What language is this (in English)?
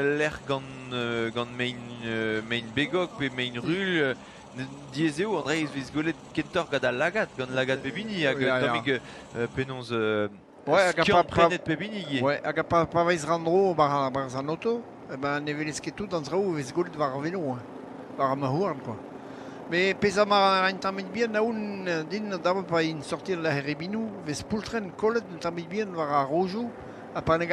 Breton